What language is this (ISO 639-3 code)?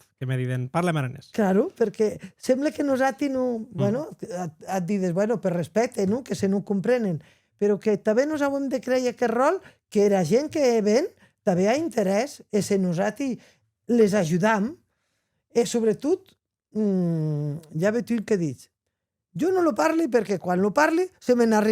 oci